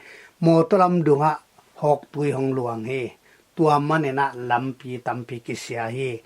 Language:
Tedim Chin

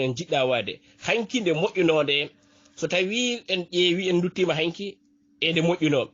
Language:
Fula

